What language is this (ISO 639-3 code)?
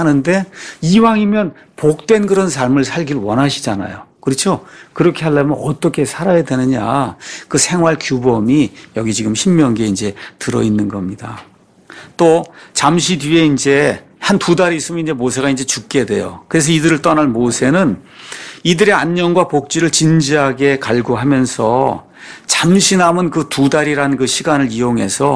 kor